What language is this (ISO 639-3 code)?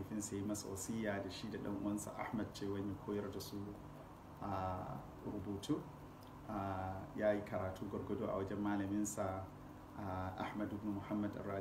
hau